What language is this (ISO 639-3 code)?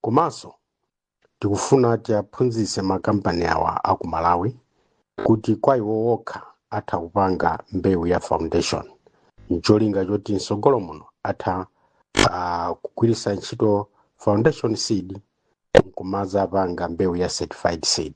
nya